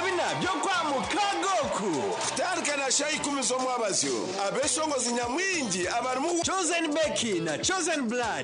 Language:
Nyankole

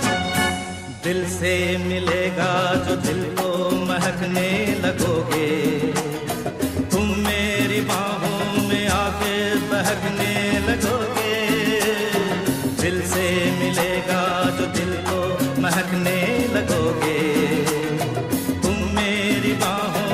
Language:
Hindi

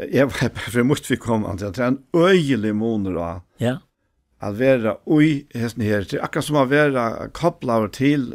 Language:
Faroese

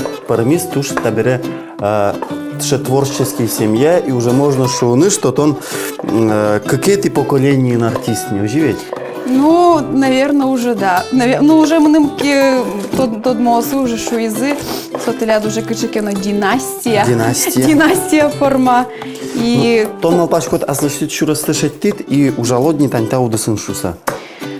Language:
Udmurt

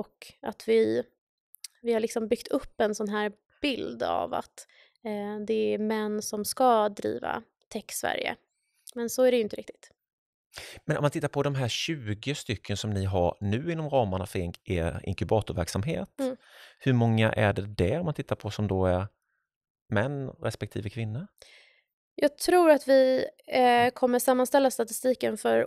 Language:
Swedish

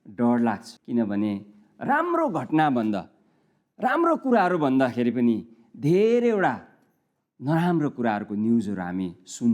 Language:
Nepali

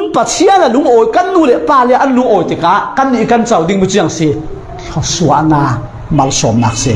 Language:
Falam Chin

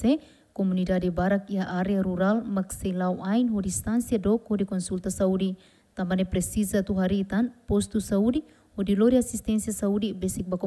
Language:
Tetum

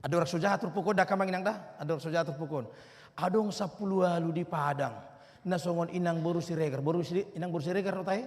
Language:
Batak Toba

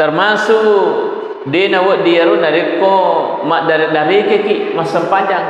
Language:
Buginese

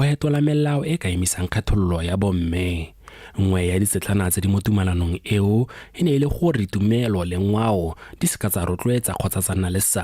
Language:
Tswana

